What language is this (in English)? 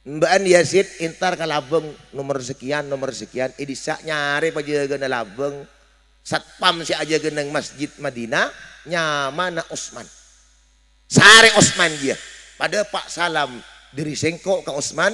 Madurese